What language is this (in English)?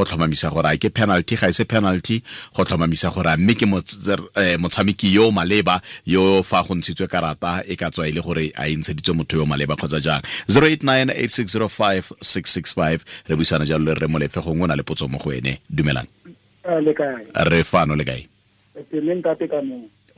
Tswana